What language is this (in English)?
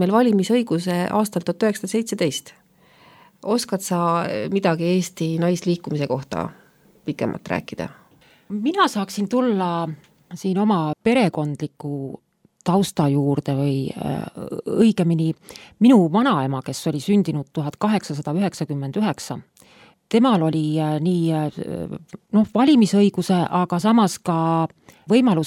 Estonian